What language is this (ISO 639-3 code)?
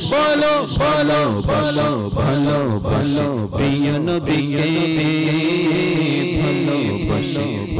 ben